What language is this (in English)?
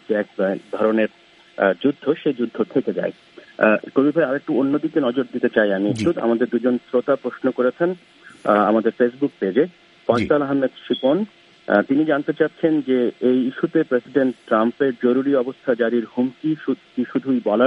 Bangla